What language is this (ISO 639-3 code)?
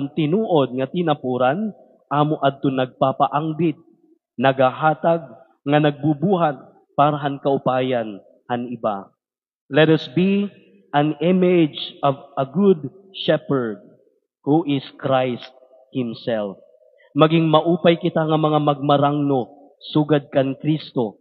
war